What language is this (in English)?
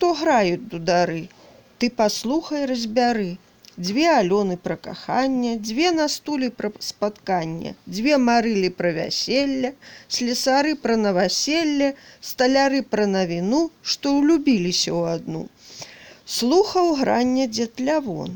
Belarusian